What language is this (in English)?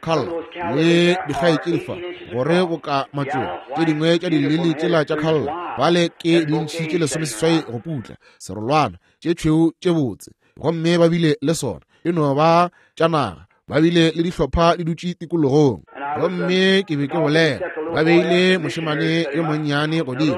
Northern Sotho